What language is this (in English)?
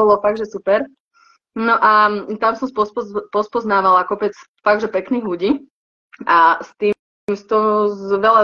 Slovak